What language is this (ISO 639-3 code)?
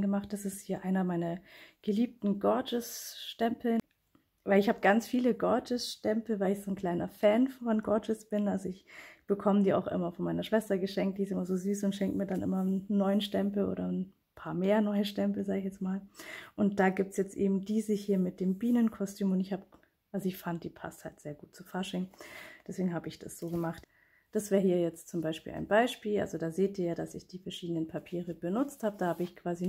deu